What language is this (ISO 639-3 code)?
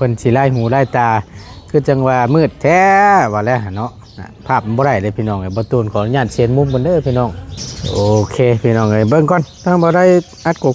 lao